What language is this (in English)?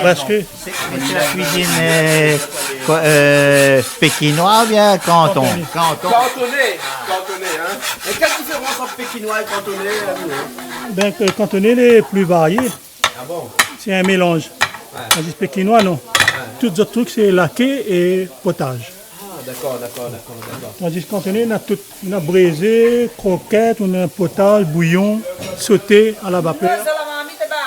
Réunion Creole French